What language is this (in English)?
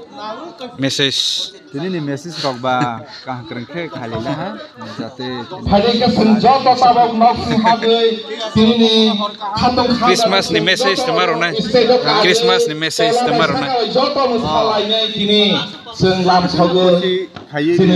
Kok Borok